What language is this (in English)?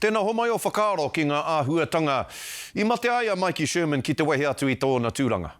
Māori